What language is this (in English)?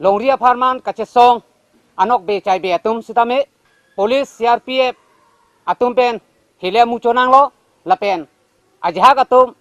Karbi